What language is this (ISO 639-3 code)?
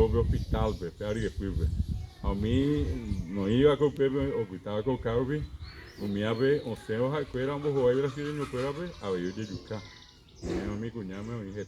grn